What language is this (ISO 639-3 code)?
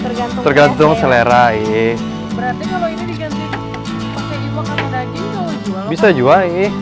bjn